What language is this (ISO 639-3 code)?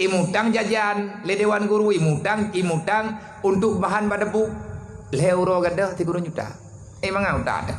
ace